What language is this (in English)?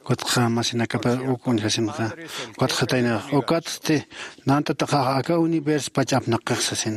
Aymara